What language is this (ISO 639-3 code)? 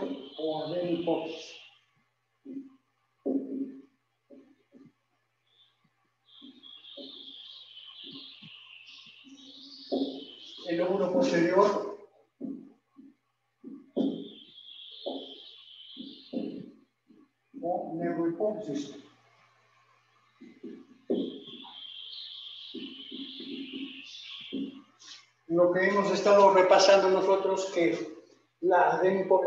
spa